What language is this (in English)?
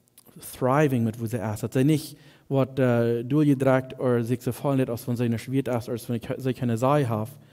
Plautdietsch